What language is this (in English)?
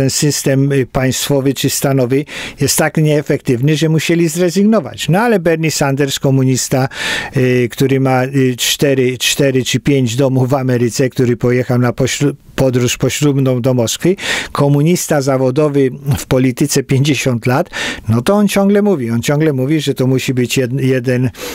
Polish